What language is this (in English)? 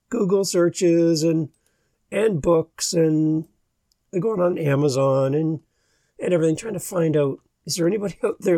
English